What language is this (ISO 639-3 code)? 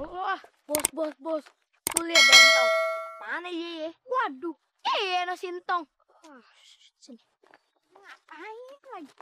bew